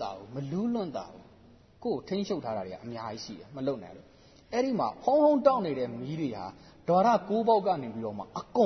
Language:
Burmese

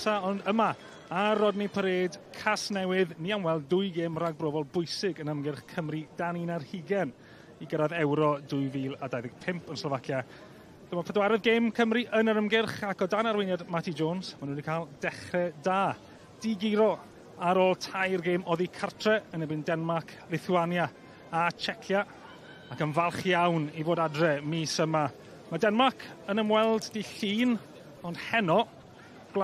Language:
Welsh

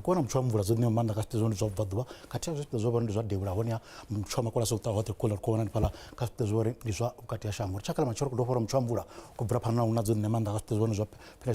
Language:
Venda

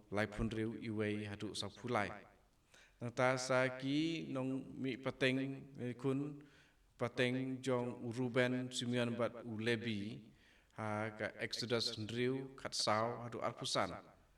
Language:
Khasi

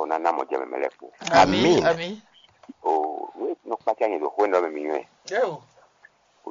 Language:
Fon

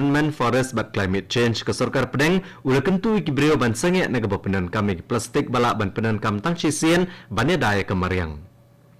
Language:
Khasi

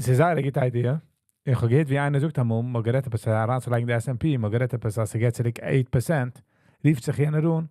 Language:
Yiddish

